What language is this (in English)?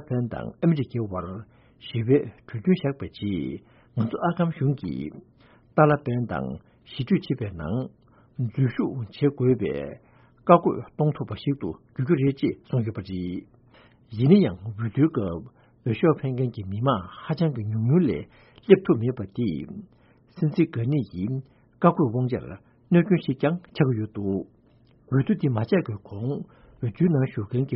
Tibetan